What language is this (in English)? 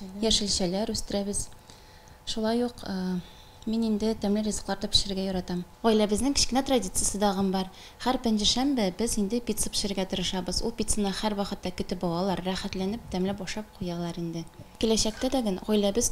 Tatar